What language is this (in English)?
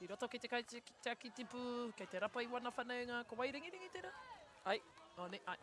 Māori